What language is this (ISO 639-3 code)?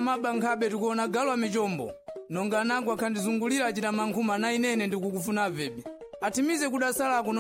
seh